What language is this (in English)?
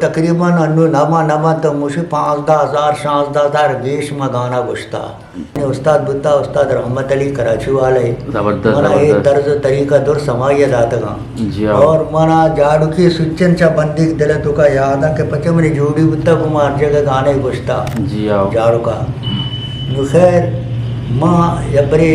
Eastern Balochi